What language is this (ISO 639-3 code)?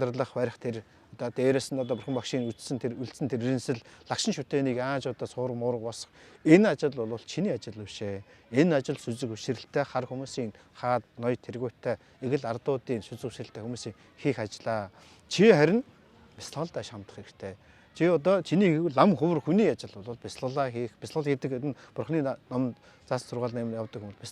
mon